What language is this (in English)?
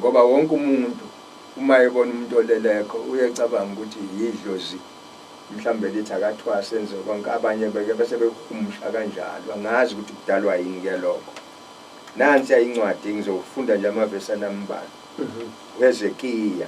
Zulu